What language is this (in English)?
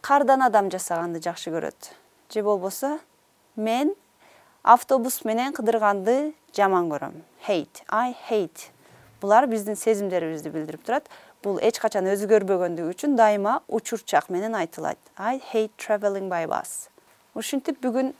Kyrgyz